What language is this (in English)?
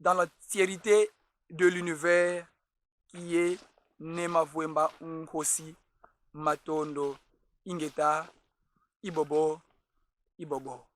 Kongo